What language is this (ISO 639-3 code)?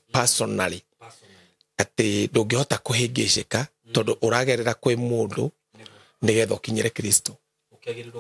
kik